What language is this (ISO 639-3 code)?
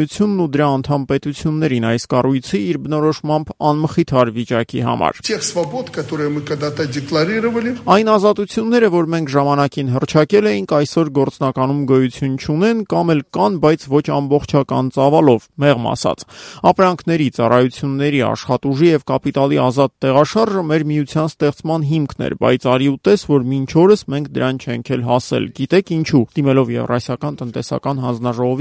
hye